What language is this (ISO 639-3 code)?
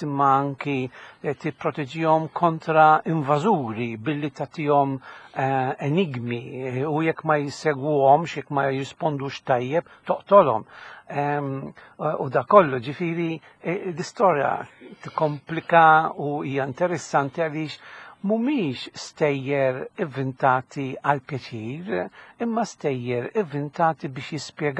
mlt